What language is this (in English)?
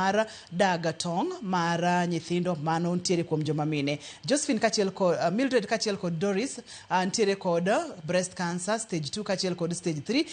Luo (Kenya and Tanzania)